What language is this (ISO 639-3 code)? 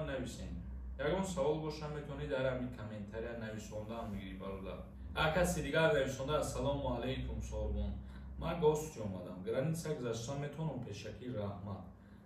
tgk